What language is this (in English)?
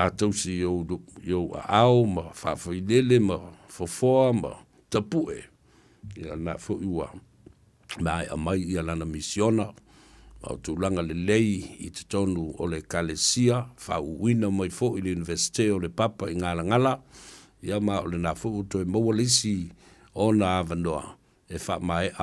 Samoan